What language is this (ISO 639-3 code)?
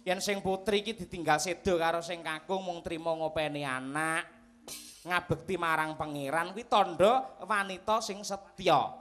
jav